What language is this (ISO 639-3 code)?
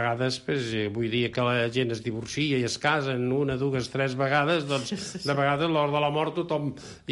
cat